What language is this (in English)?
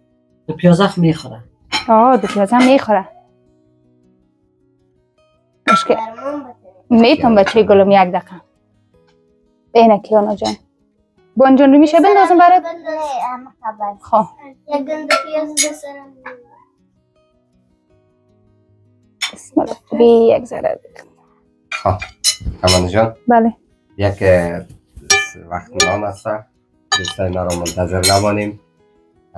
Persian